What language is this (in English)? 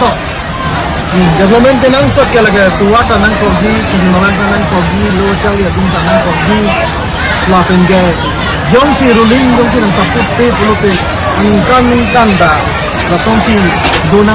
Karbi